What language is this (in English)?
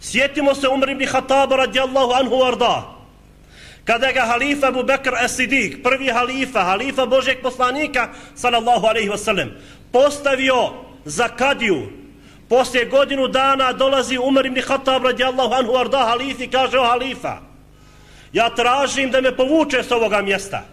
Bosnian